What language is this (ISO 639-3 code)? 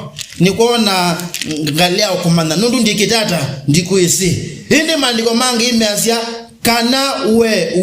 kam